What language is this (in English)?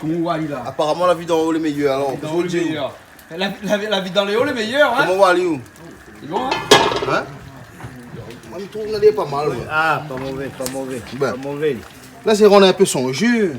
Réunion Creole French